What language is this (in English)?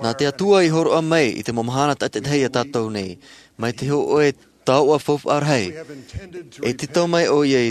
Tahitian